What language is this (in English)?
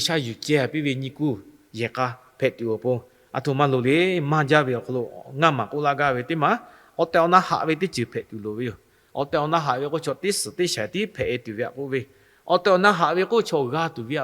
Lahu